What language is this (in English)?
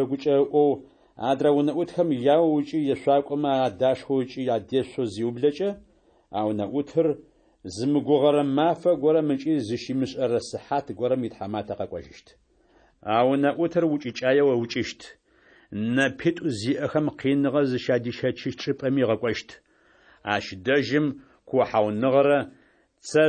Adyghe